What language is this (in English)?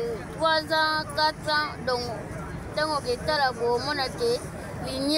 Lingala